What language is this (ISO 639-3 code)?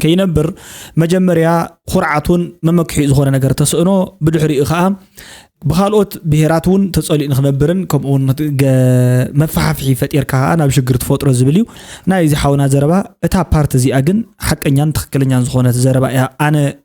tir